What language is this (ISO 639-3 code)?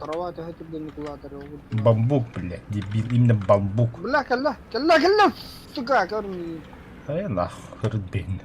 sah